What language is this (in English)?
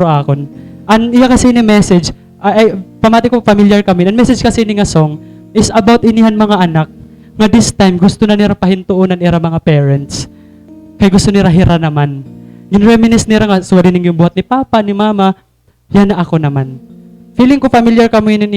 Waray